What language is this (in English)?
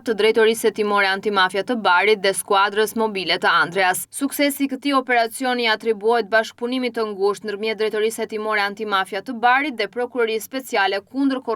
Albanian